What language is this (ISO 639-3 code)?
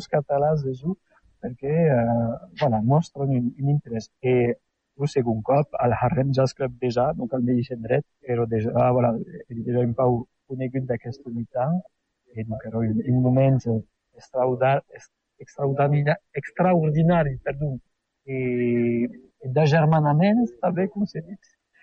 cat